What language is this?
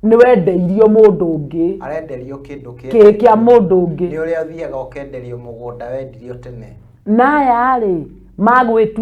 Kikuyu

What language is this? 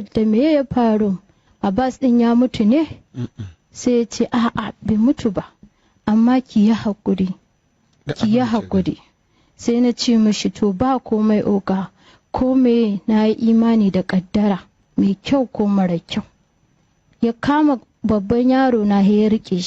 Hausa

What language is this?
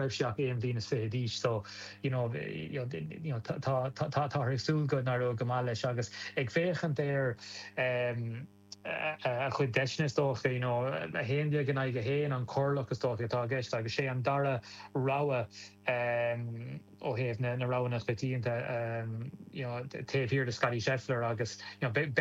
Irish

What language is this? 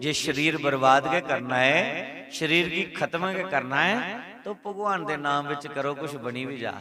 Dogri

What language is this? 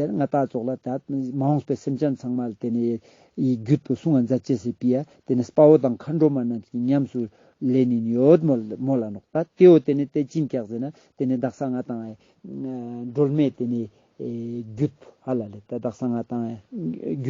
Ladakhi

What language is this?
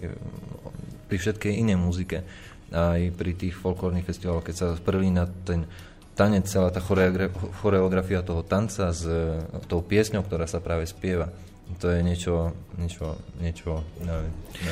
Slovak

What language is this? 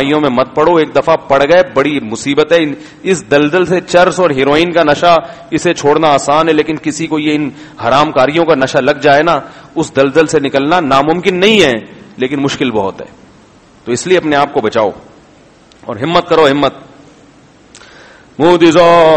Urdu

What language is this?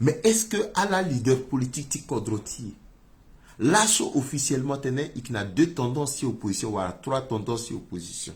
Sango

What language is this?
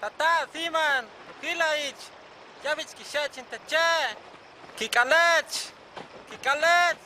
Huastec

